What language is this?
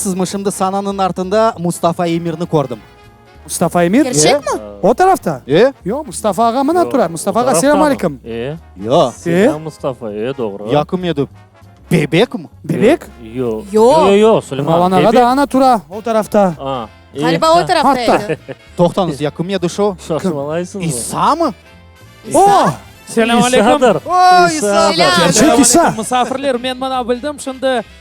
Crimean Tatar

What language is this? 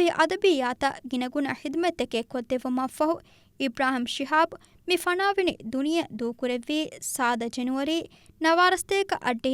Divehi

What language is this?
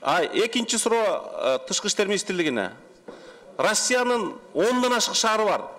Kyrgyz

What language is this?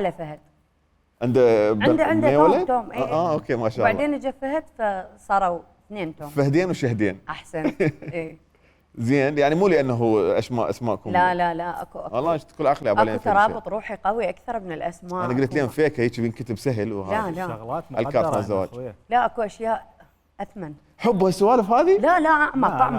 Mesopotamian Arabic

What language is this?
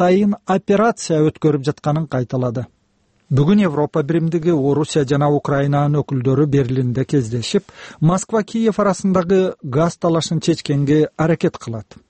Kyrgyz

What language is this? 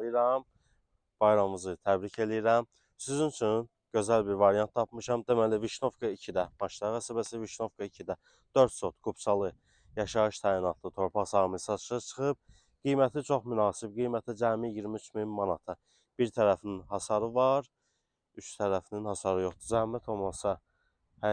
Azerbaijani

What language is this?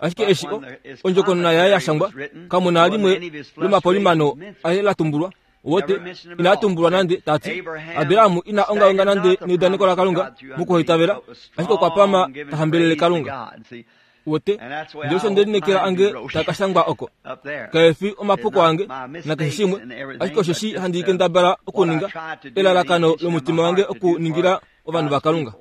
Kuanyama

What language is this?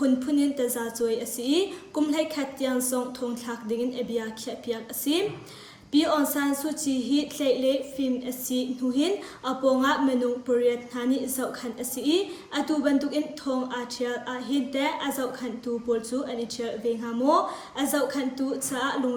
Hakha Chin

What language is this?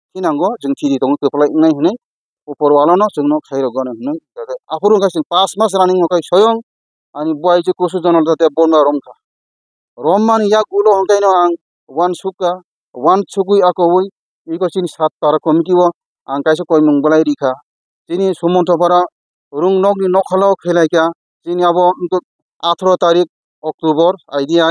Kok Borok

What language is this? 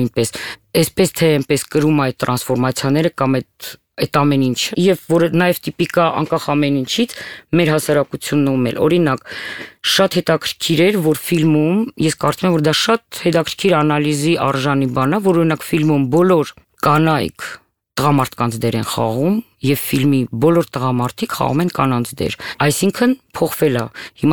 Armenian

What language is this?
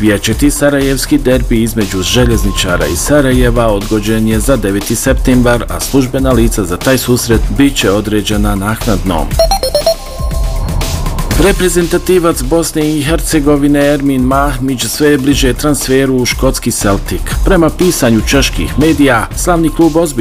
Bosnian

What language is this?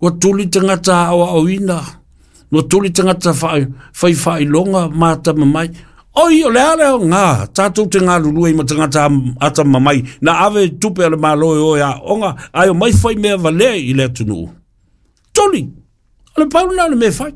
Samoan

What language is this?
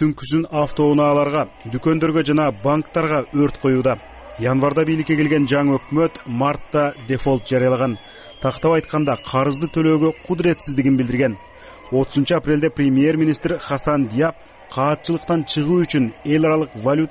Kyrgyz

